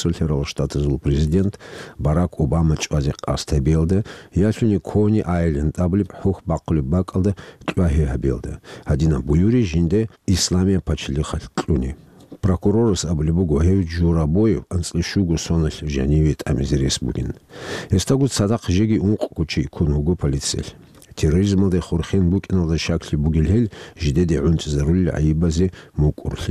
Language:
Avaric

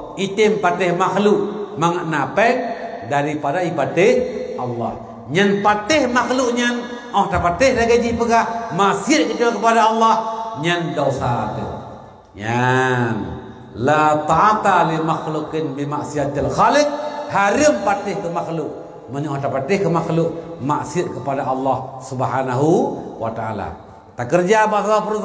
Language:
Achinese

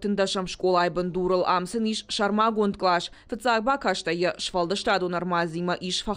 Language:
Ossetic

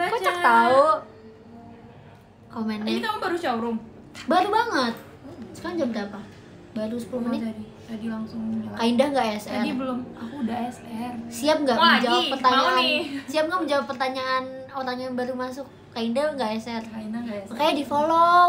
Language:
Indonesian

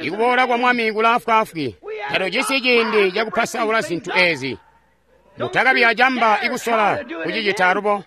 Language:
Tonga (Zambia)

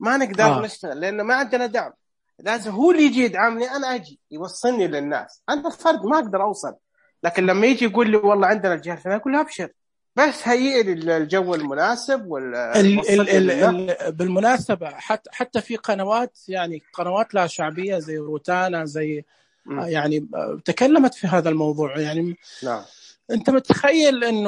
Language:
Najdi Arabic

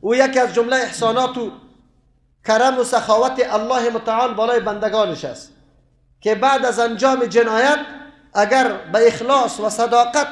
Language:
Persian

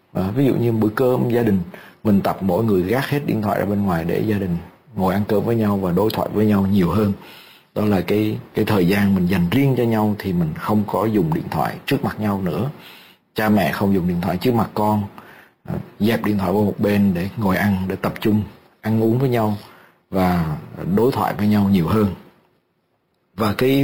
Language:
Vietnamese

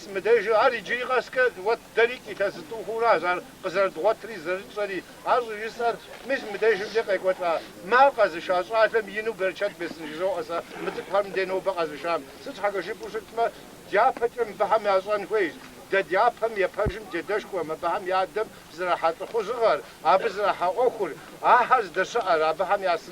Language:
Kabardian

